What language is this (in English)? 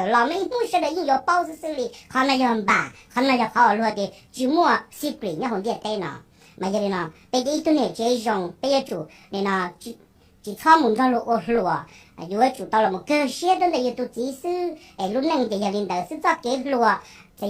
Hmong